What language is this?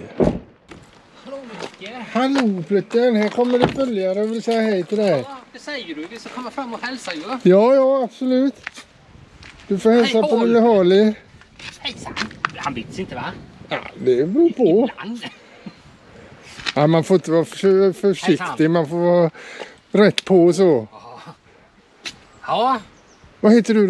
Swedish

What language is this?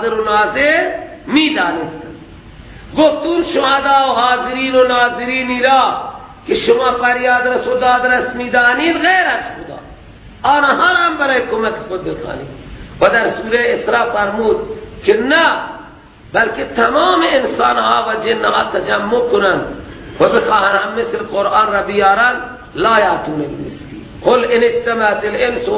Persian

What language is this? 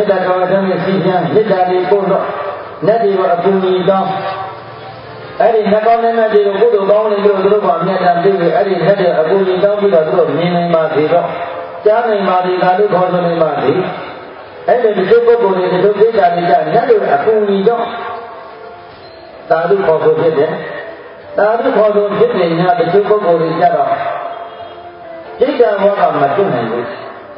Burmese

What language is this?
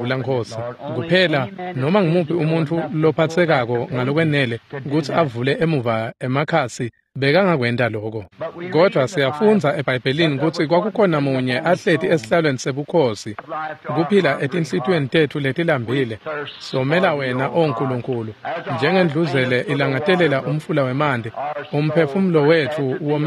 Swati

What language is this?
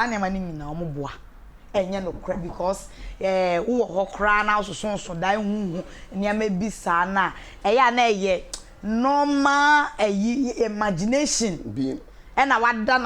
Akan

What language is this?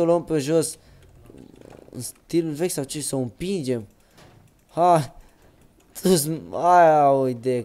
Romanian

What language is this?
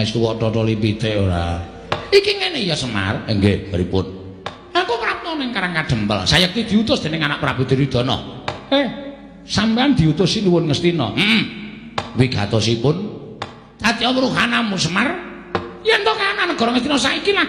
Javanese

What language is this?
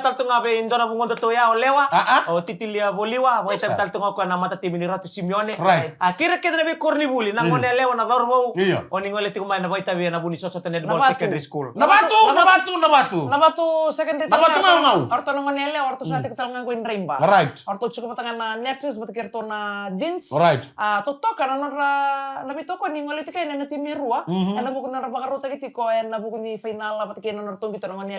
Fijian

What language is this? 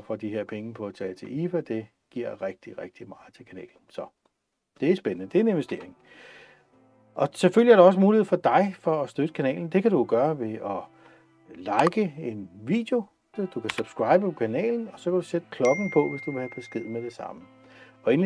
Danish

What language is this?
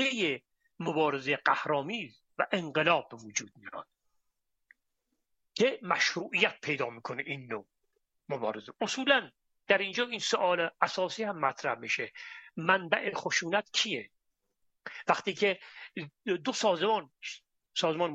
Persian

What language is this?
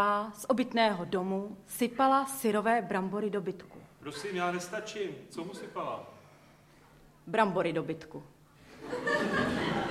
Czech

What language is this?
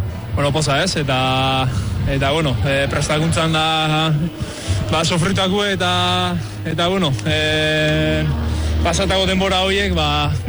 Basque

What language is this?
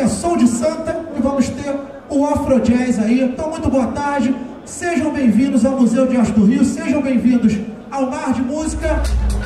Portuguese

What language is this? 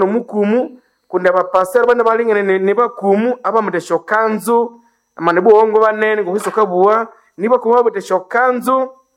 Nande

